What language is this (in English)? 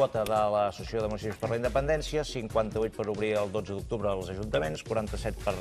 Catalan